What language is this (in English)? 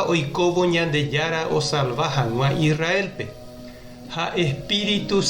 Guarani